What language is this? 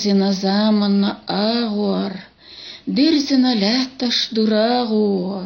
Chechen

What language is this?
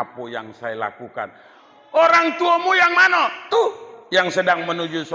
Minangkabau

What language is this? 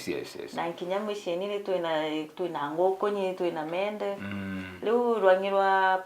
Meru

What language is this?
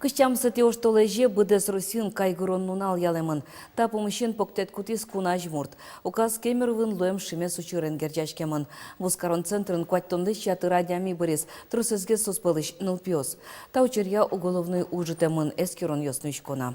Udmurt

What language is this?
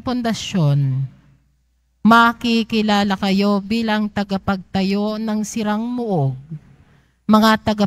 Filipino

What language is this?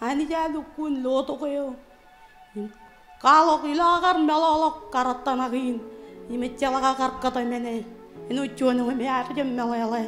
Marshallese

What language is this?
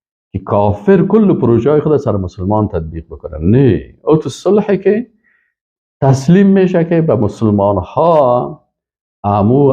Persian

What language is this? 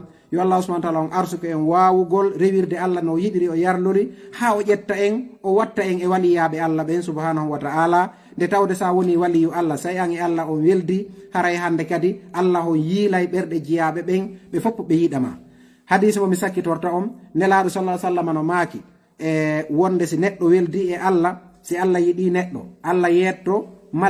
Fula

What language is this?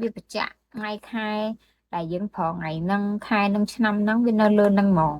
Khmer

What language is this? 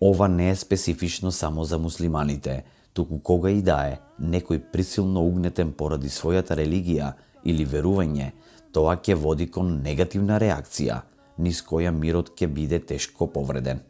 Macedonian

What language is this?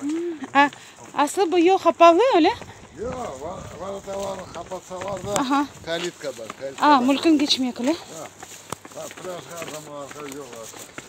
Crimean Tatar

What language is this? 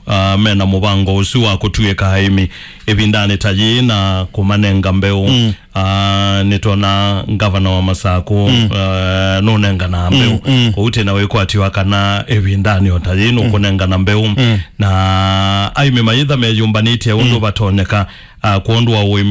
Kamba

